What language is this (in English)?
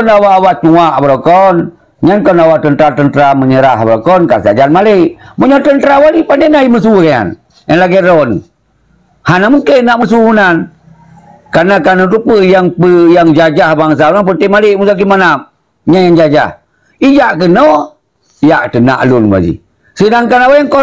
Achinese